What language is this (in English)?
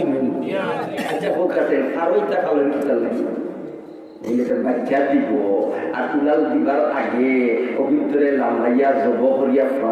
Sylheti